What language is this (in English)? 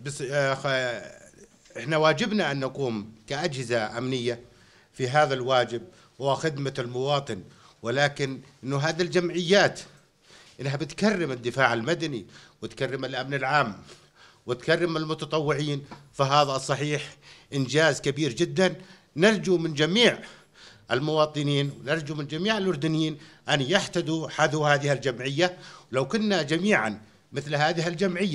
North Levantine Arabic